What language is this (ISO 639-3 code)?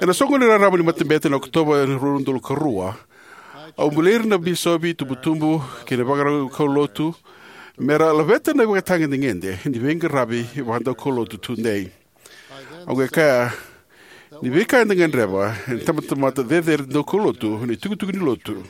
fij